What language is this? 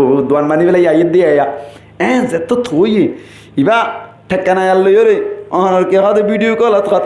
Rohingya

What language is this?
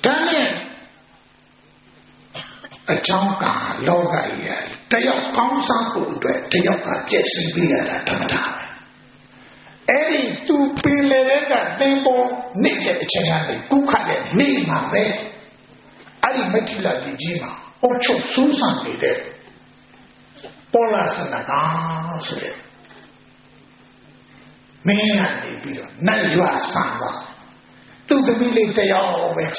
Burmese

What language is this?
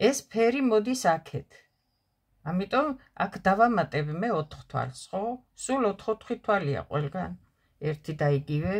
Georgian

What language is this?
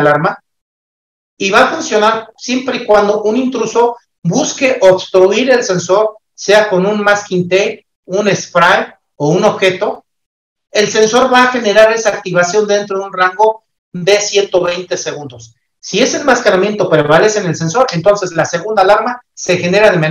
Spanish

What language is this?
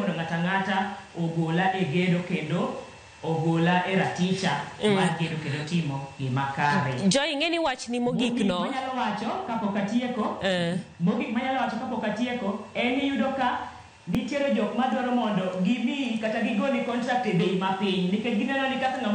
Luo (Kenya and Tanzania)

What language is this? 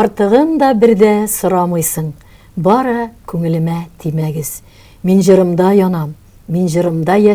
Tatar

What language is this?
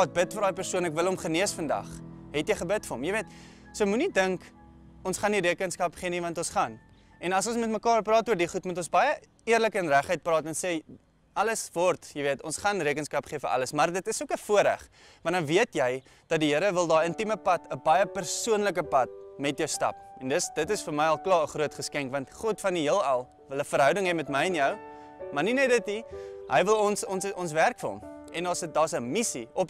Afrikaans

